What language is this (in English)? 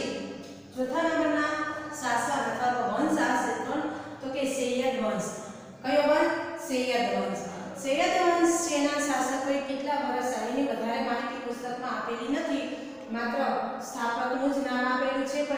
Gujarati